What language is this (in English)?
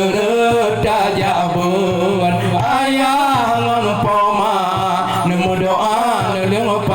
Achinese